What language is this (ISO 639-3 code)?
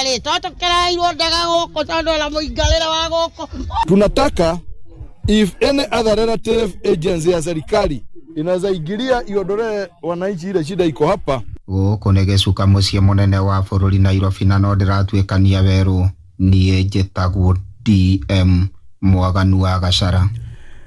kik